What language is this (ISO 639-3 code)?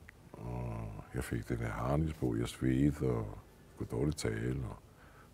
dan